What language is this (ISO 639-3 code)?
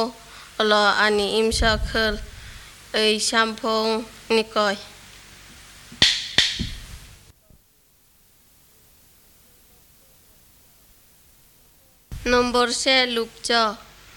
tha